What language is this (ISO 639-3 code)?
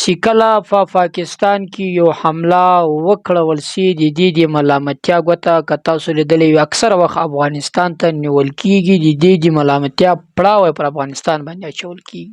pus